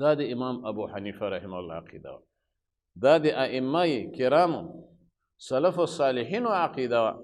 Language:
Pashto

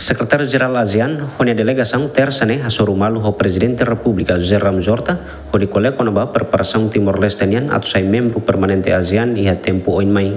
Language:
Tetum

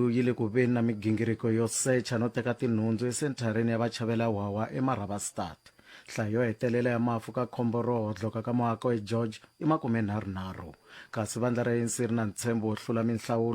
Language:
Tsonga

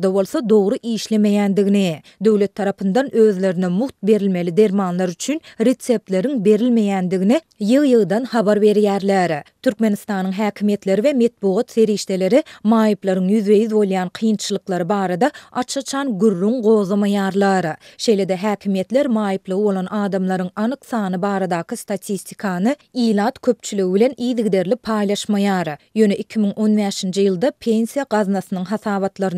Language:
Turkmen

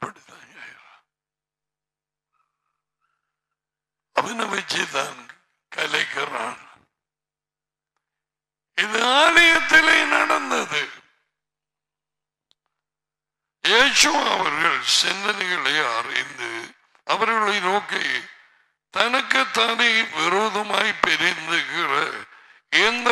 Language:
Tamil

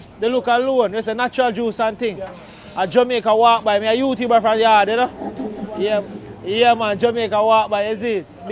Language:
Jamaican Creole English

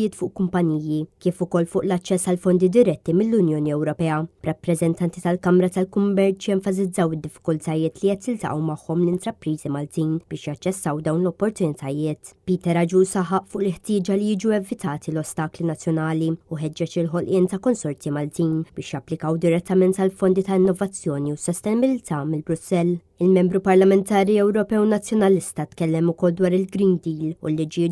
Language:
Maltese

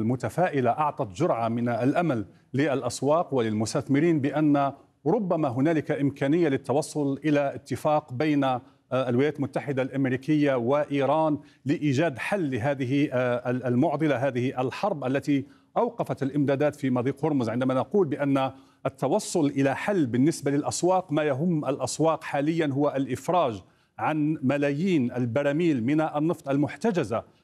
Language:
Arabic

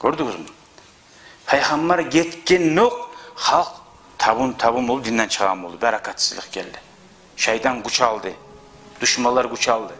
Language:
Kumyk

